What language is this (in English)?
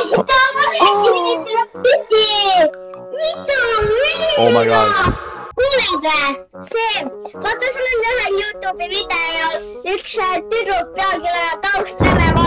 Estonian